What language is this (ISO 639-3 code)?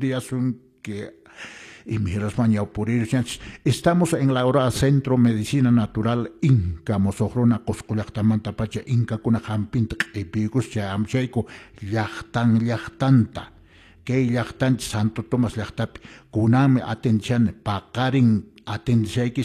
que